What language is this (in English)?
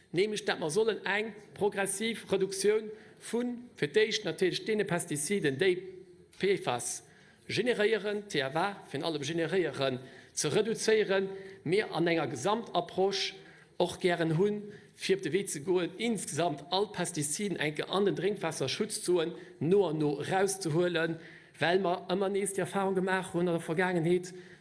Luxembourgish